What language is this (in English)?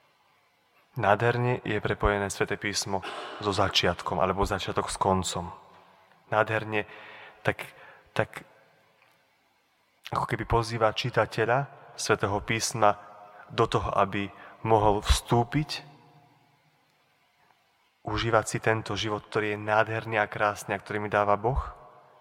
Slovak